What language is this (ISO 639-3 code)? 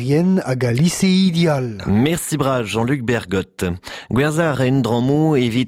bre